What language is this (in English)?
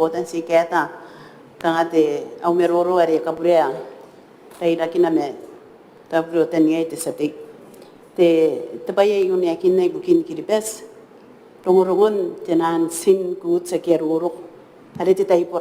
Gilbertese